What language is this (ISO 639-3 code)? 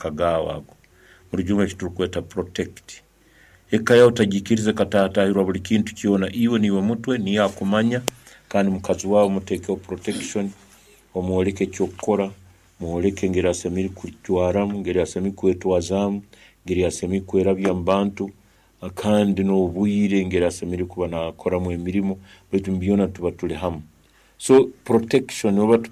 nyn